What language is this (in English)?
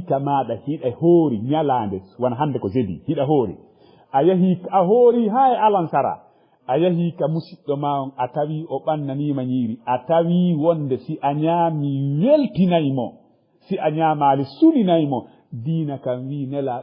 Fula